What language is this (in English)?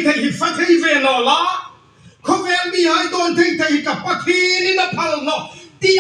Hmar